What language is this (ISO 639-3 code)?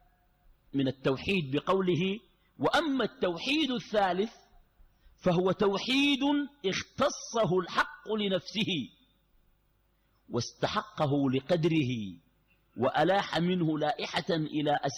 ara